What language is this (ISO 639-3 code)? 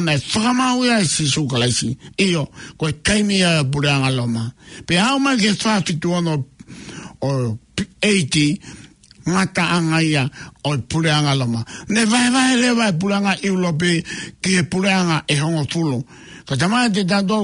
ton